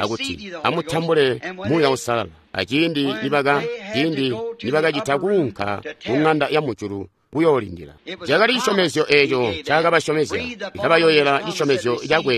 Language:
Tonga (Zambia)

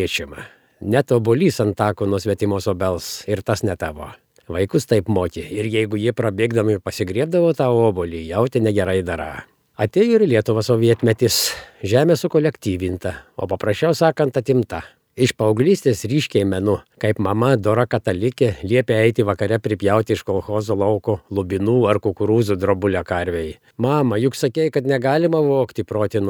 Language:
Lithuanian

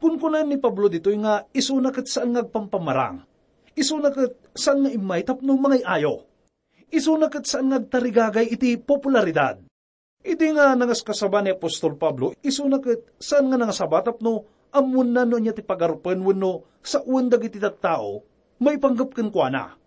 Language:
Iloko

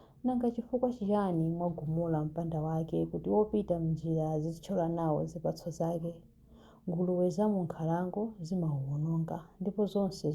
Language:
Nyanja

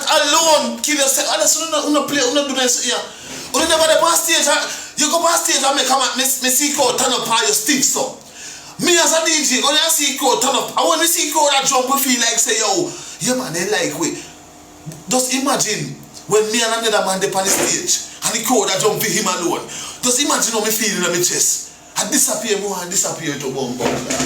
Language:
Jamaican Creole English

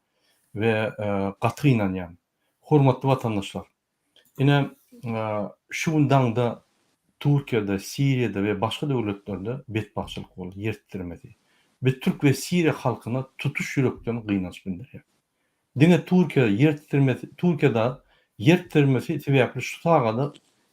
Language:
Turkmen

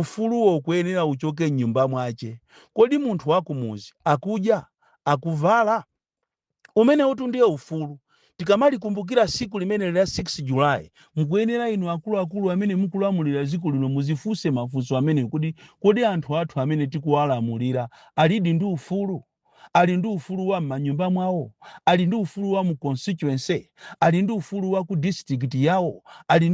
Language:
Nyanja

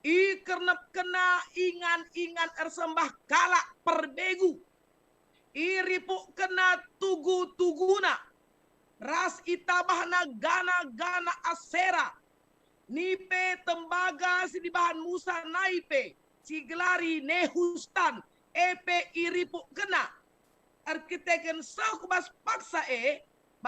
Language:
Batak Karo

